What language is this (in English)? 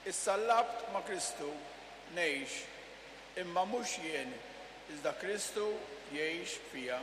Maltese